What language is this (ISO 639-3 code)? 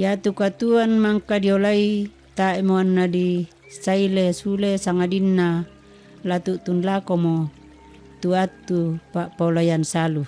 sda